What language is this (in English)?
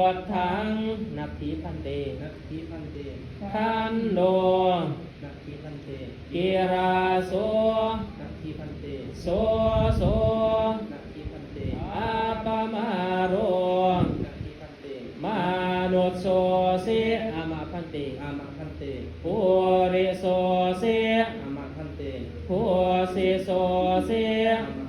Pali